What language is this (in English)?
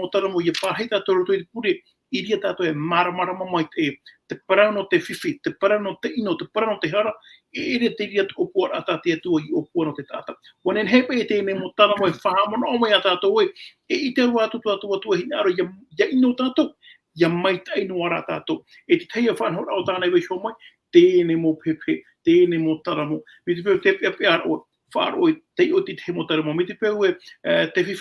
Tahitian